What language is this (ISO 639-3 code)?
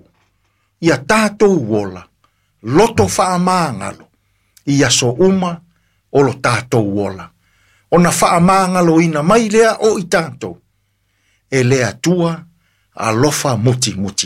smo